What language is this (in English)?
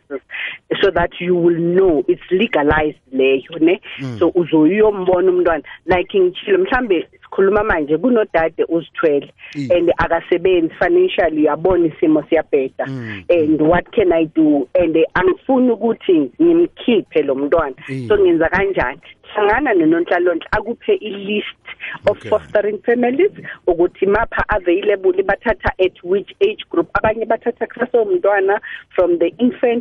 South Ndebele